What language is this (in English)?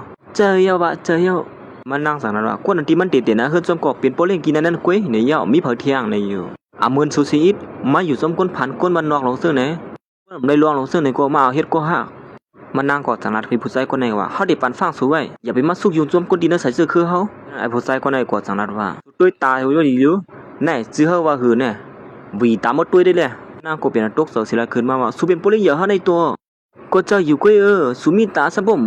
Shan